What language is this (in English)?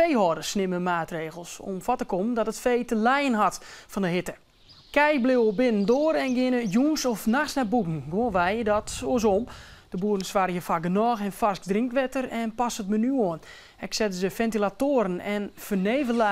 Western Frisian